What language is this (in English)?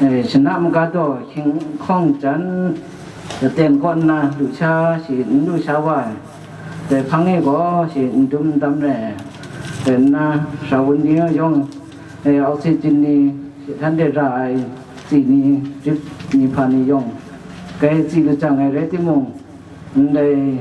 Kachin